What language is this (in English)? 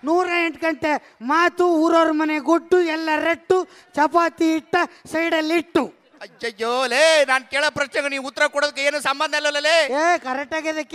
Kannada